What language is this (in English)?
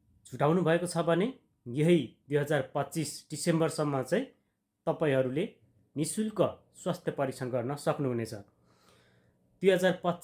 Nepali